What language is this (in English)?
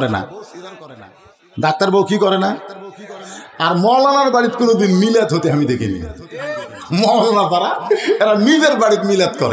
Bangla